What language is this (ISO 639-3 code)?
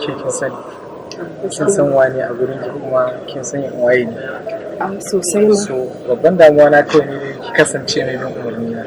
hau